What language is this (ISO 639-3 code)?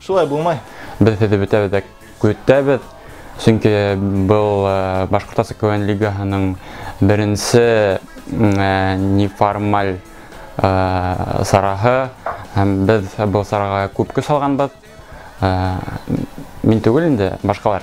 bak